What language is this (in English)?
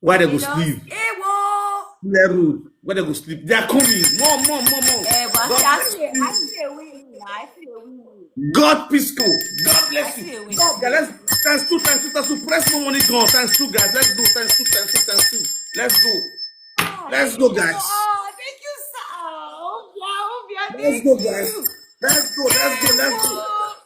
Nigerian Pidgin